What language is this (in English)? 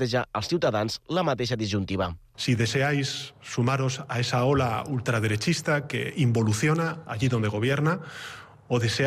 Catalan